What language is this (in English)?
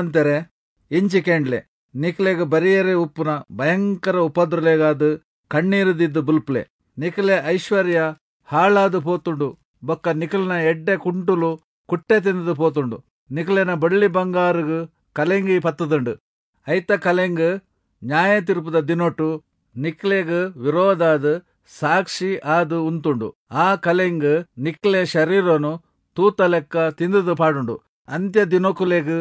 Tulu